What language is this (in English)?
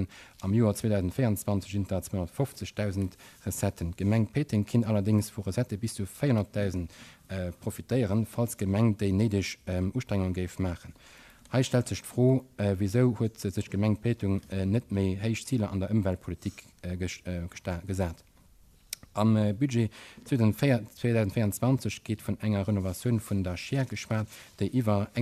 Luxembourgish